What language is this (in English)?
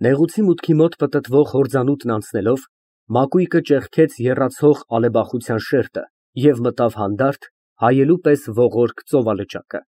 Armenian